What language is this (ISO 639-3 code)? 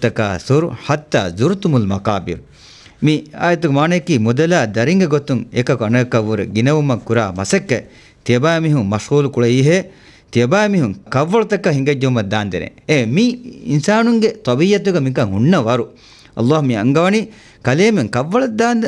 div